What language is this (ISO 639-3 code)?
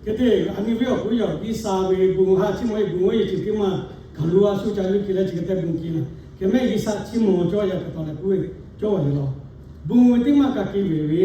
lhu